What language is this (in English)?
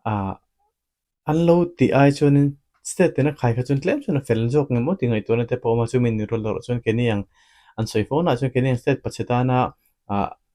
Mizo